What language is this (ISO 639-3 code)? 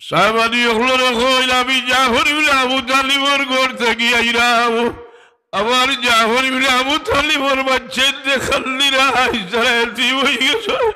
syl